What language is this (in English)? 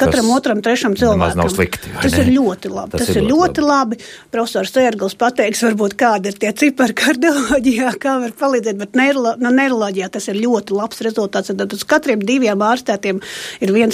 Latvian